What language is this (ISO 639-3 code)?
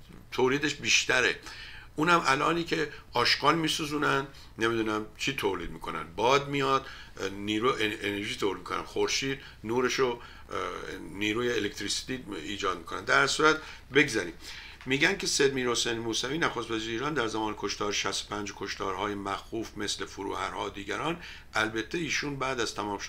fas